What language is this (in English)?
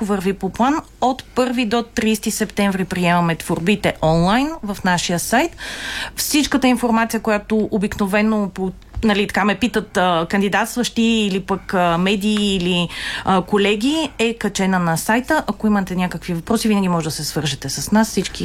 Bulgarian